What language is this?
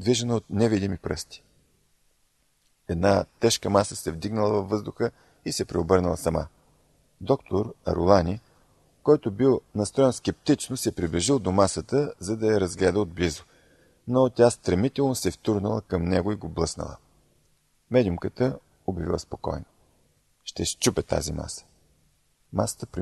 Bulgarian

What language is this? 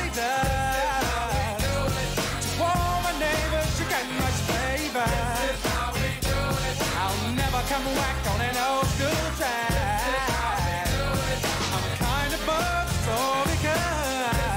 English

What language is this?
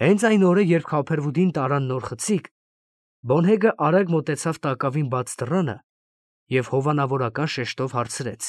Armenian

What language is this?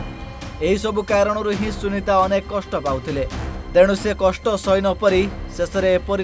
Odia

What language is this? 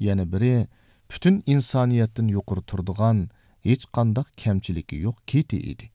Uyghur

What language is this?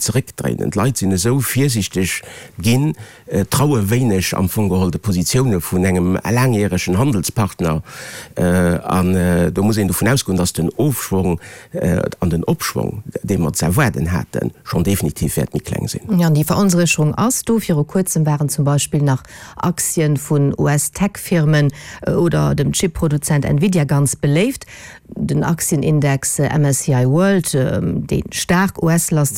Luxembourgish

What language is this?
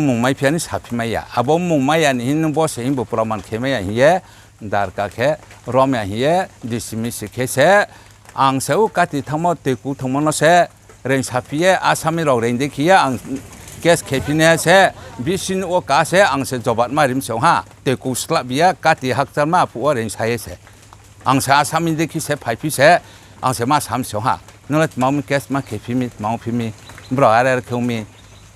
Riang (India)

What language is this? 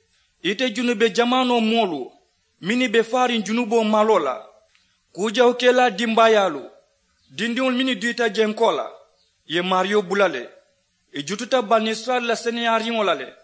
Mandingo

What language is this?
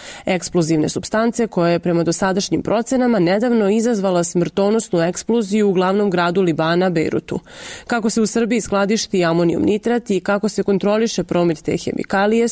Serbian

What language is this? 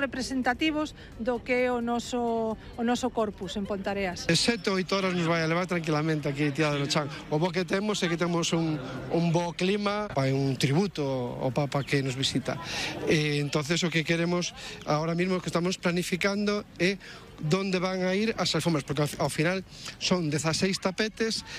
Galician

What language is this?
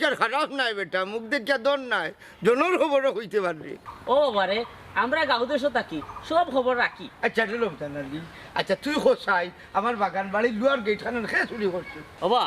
Sylheti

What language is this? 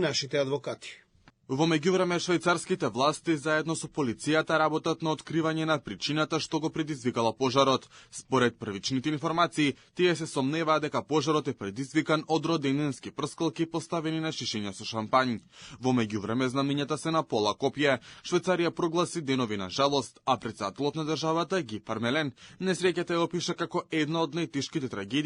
Macedonian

